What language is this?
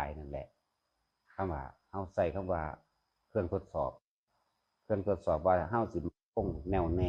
Northeastern Thai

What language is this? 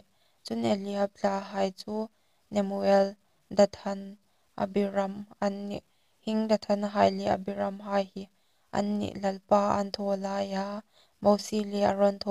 Hmar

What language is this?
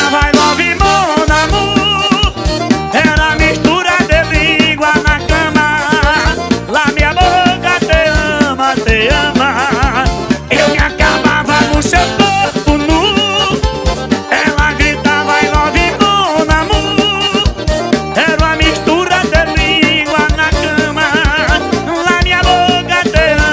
Portuguese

